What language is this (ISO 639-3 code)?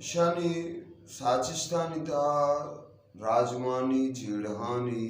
bgp